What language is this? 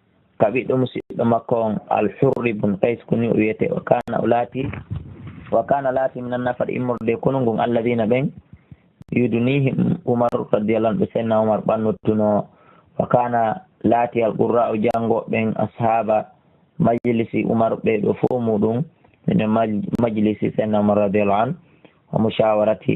Fula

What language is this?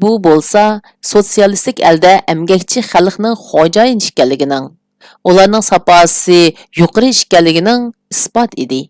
Uyghur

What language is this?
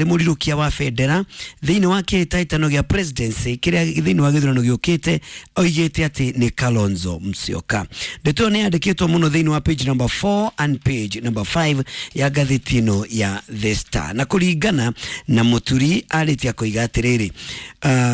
Kikuyu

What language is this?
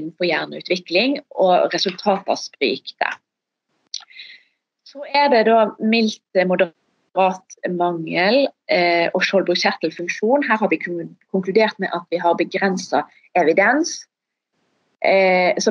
Norwegian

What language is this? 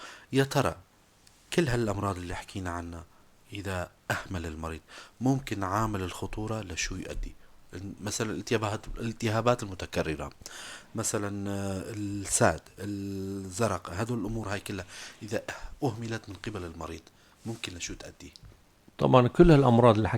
North Levantine Arabic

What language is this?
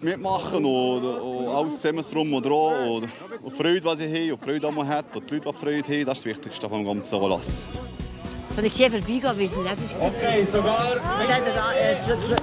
Swiss German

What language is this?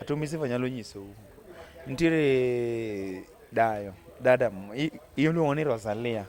Luo (Kenya and Tanzania)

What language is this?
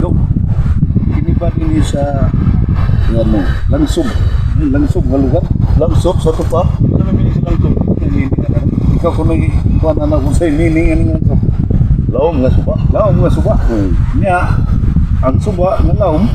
Cebuano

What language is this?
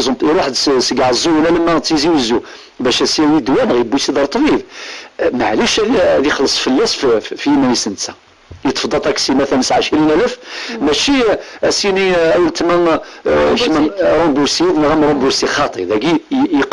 Kabyle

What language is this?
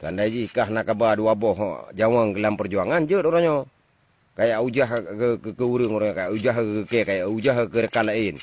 Achinese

